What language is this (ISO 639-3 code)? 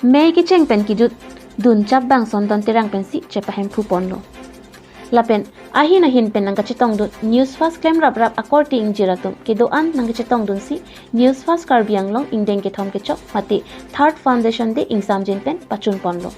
mjw